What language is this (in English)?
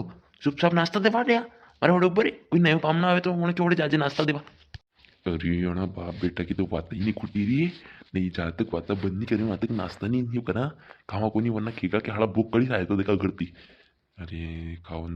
Rajasthani